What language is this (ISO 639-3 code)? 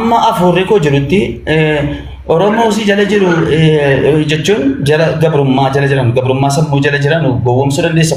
orm